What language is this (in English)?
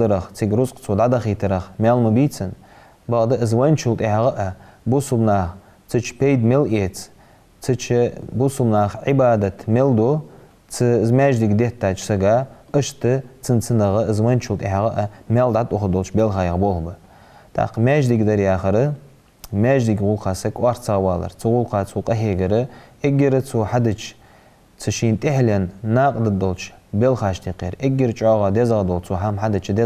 Ingush